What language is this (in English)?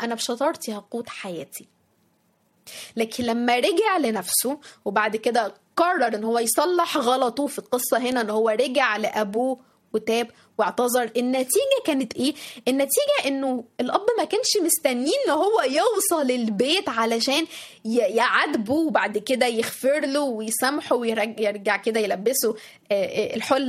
Egyptian Arabic